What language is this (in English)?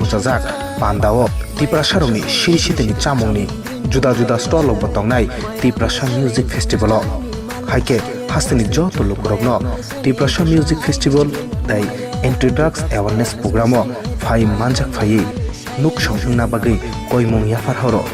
Kok Borok